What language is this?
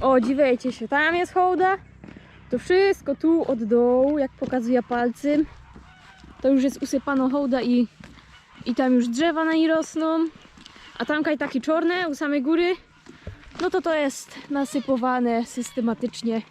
Silesian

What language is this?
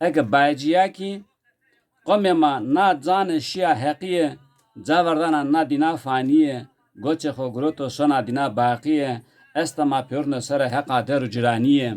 Zaza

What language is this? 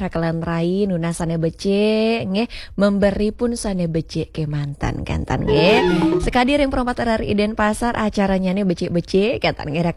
Balinese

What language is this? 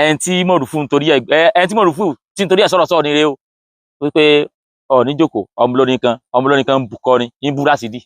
Yoruba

